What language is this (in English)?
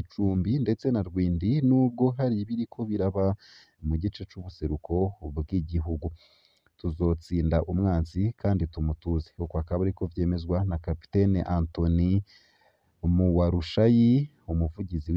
Rundi